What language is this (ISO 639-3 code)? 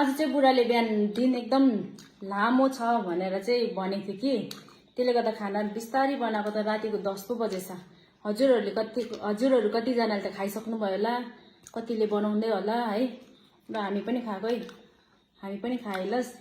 nep